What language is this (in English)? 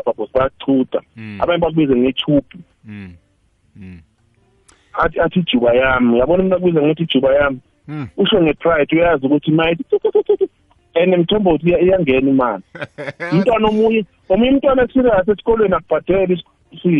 South Ndebele